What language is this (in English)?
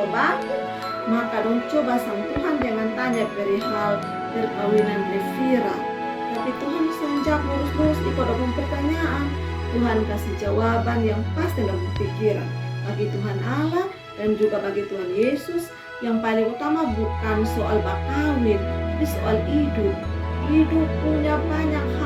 Kupang Malay